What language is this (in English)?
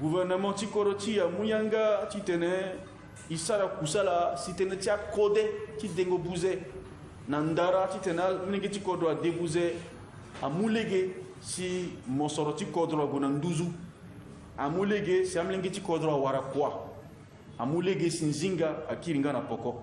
Sango